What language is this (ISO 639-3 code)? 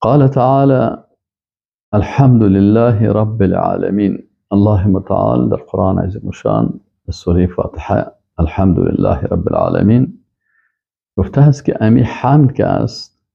fas